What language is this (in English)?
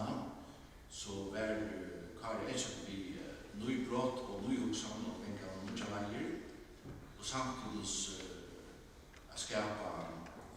Faroese